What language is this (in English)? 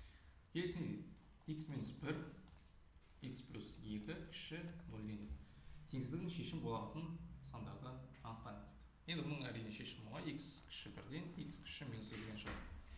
Kazakh